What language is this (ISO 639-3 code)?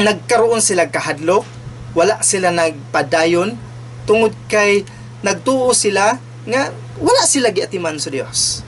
ceb